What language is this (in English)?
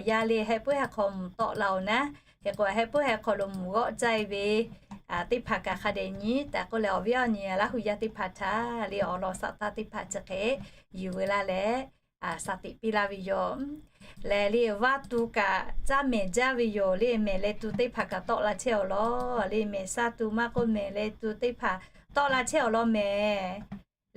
Lahu